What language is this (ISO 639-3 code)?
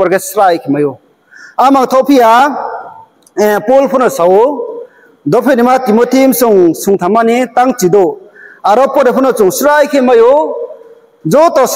ria